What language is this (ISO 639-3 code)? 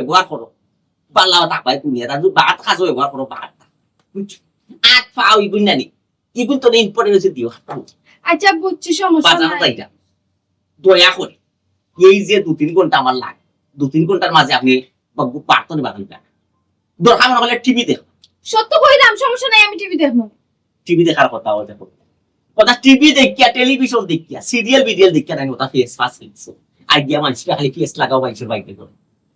syl